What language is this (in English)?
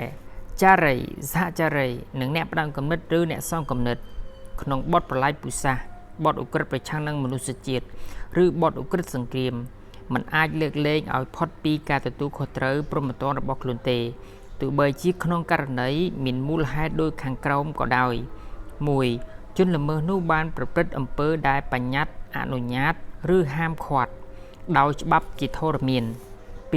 Khmer